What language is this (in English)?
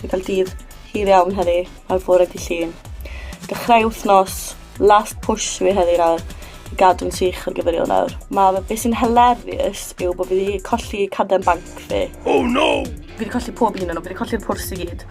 Welsh